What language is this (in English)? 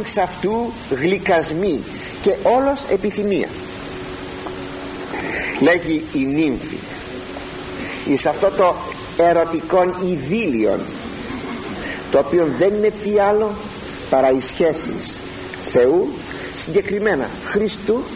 Greek